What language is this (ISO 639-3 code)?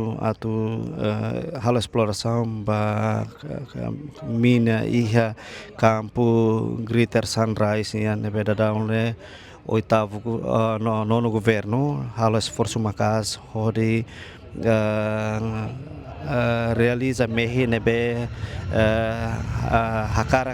tet